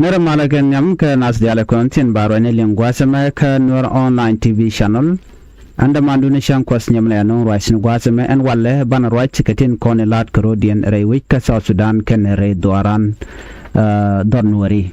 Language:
Nuer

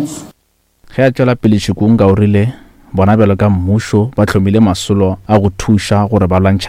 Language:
Northern Sotho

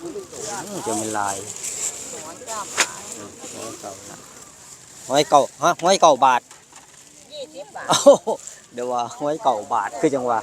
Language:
Northeastern Thai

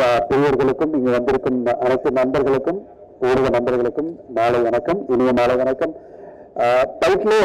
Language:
Tamil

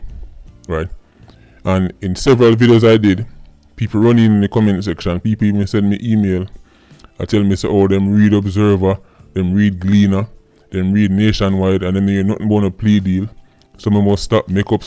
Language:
Jamaican Creole English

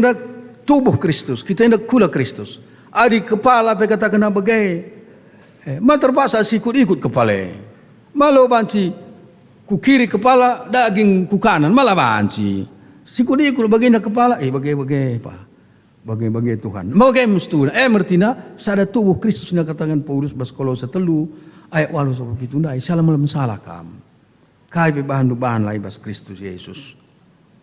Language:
Batak Karo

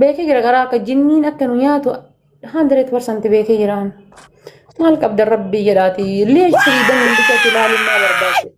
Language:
Oromo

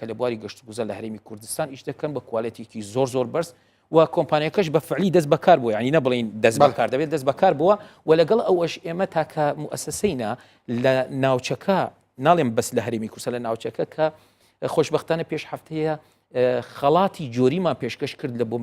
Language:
Central Kurdish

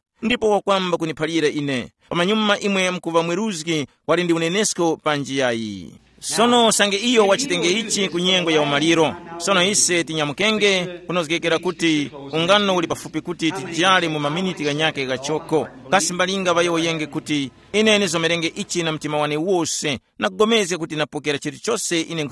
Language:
Tumbuka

